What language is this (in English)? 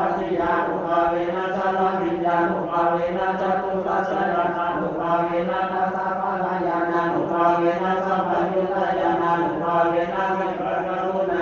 Pali